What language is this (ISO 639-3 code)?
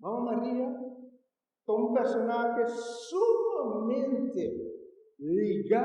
pap